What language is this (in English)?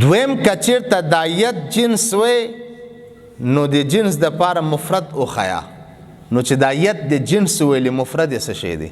Pashto